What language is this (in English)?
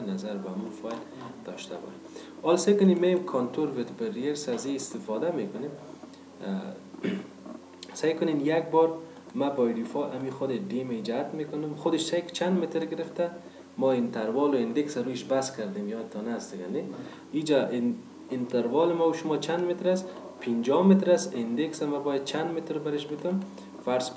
Persian